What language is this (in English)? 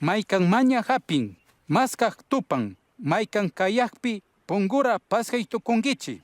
Chimborazo Highland Quichua